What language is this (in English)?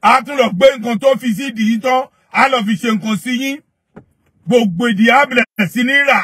Yoruba